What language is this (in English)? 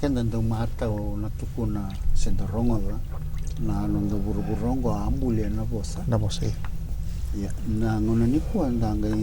Fijian